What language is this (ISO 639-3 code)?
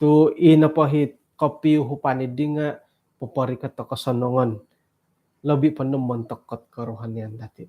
dtp